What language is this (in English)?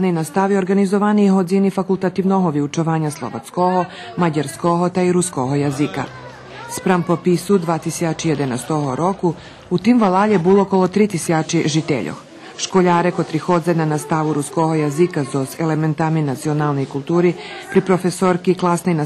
Rusyn